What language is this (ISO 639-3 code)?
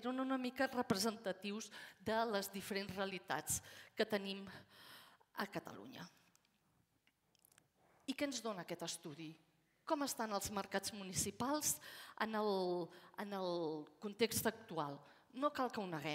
cat